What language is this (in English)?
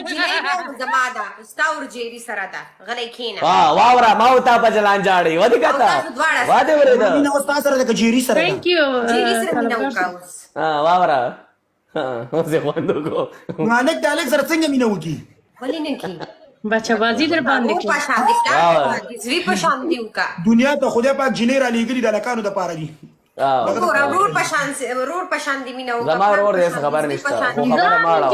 Pashto